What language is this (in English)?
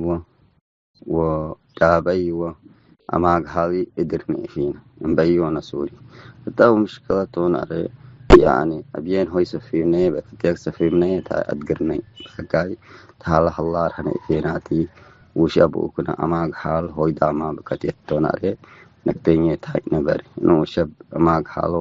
Tigre